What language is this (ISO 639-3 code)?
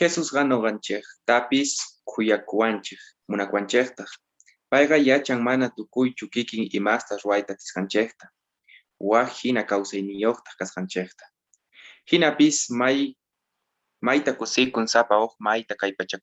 quh